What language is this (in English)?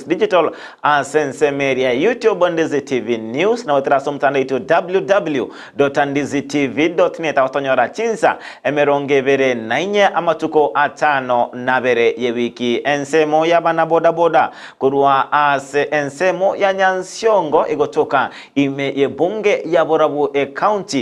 Gusii